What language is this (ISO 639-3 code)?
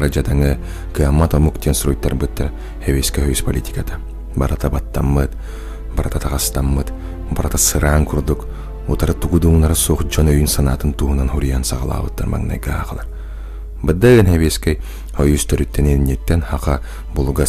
sah